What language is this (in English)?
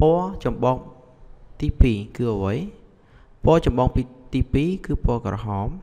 Khmer